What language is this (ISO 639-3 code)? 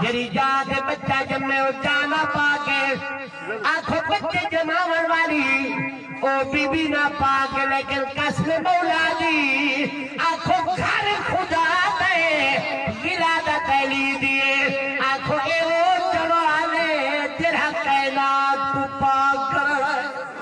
skr